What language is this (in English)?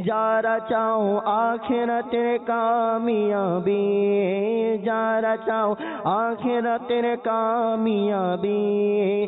Bangla